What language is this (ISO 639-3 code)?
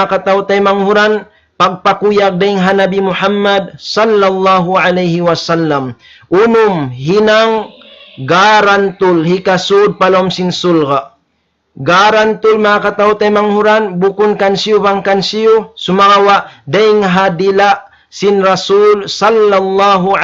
tsg